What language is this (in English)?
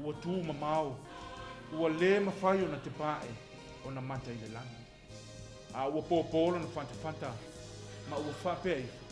Samoan